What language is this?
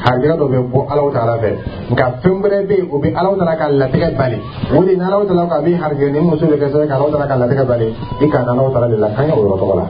Dyula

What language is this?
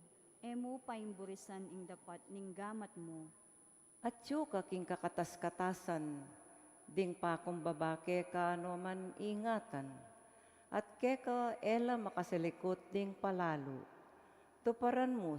Pampanga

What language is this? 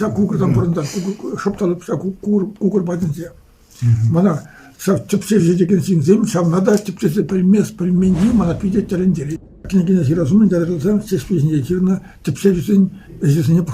Chuvash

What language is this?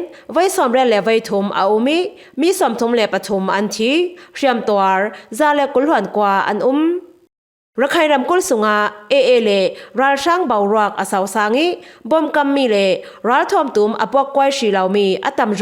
Falam Chin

